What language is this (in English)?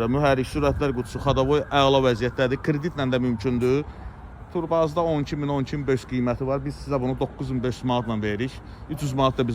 Azerbaijani